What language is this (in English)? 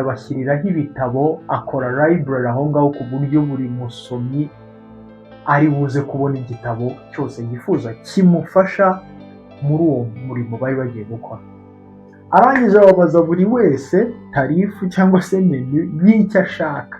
Kinyarwanda